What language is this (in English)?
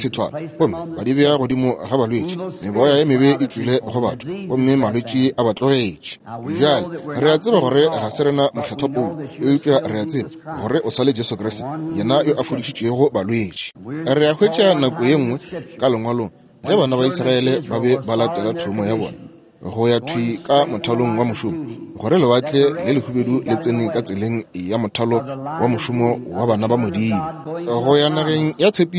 Northern Sotho